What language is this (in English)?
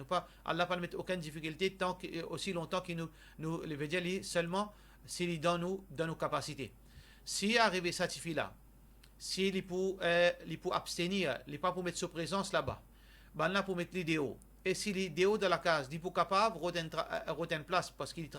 Morisyen